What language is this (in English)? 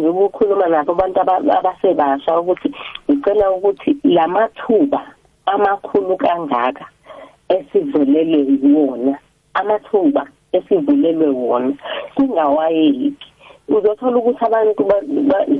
South Ndebele